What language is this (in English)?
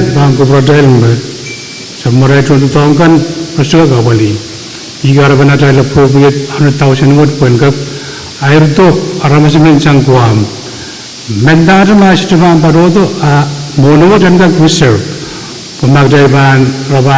Pohnpeian